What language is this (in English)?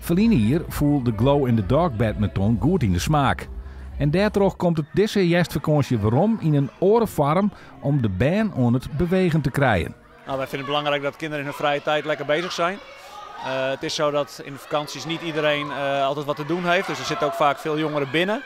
Western Frisian